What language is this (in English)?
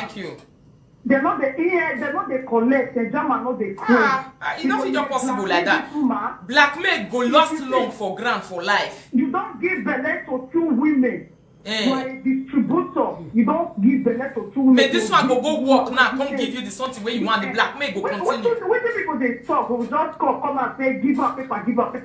Nigerian Pidgin